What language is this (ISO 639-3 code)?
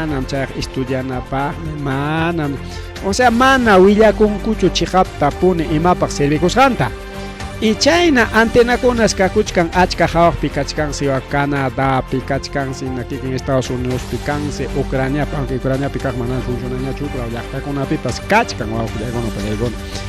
quy